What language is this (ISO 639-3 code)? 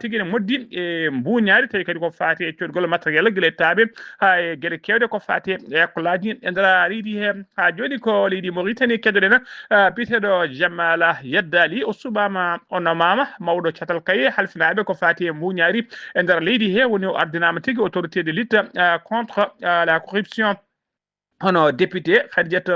ful